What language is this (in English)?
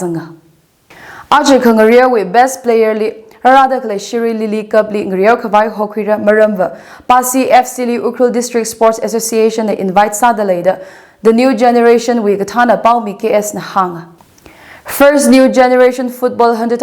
Tangkhul Naga (India)